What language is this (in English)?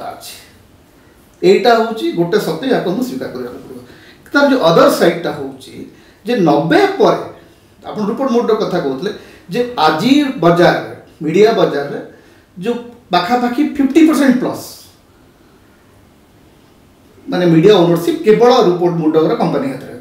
Odia